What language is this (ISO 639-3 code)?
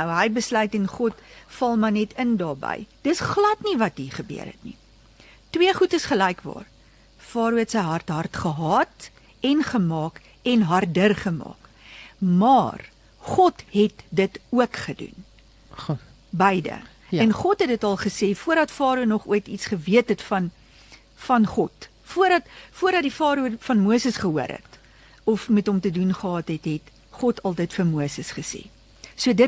afr